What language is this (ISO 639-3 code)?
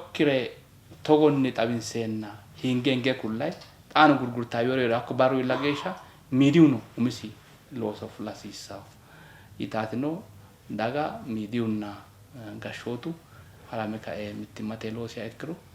sid